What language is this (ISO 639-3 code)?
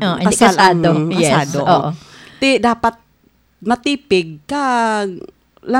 hil